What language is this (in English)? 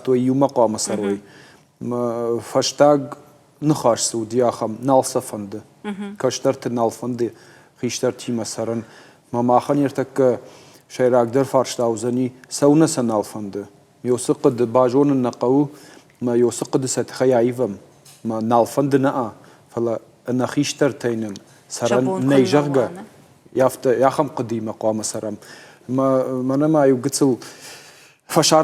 Ossetic